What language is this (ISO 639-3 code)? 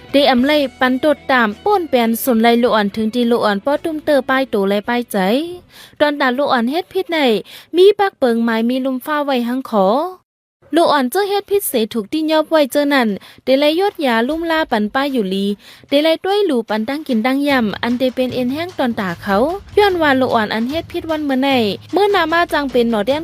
shn